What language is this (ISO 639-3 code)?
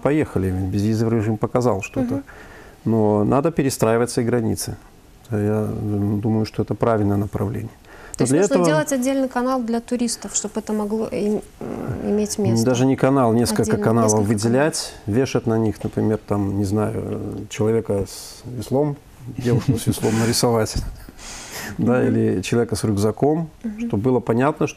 rus